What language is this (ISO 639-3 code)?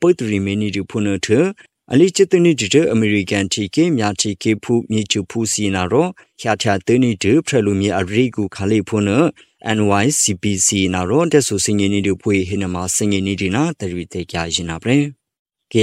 mya